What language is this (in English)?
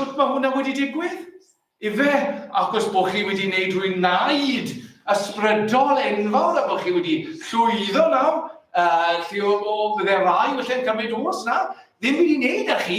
Welsh